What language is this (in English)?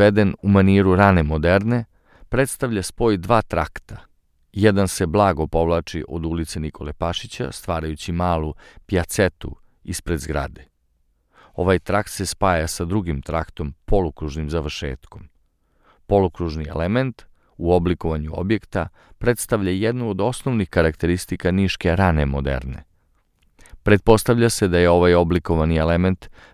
Serbian